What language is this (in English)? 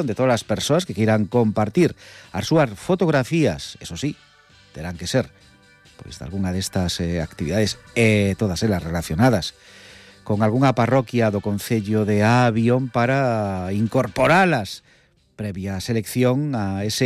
Galician